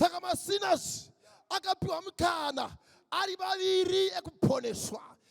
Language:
Shona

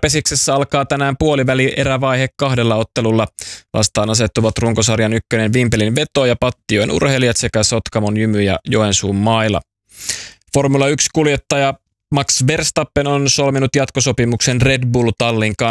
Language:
Finnish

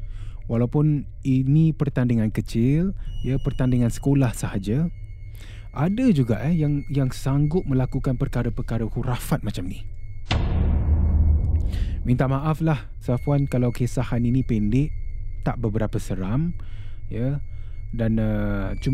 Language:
Malay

